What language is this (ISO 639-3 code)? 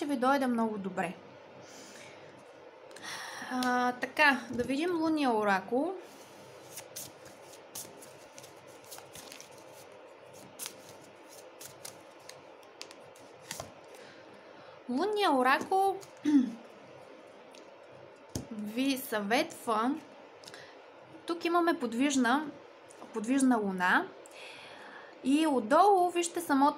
bul